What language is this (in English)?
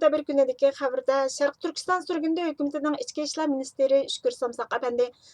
Uyghur